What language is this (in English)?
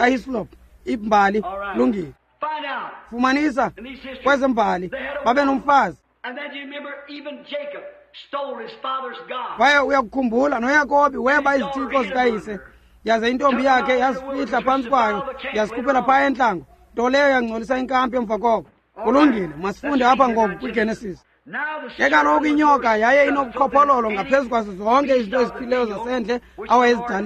Xhosa